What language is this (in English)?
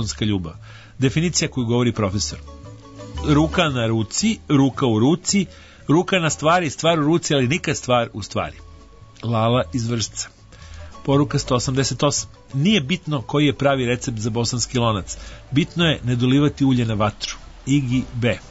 Serbian